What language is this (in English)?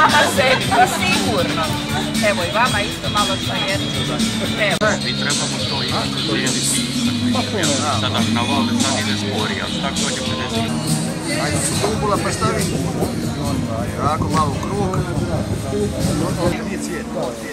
Croatian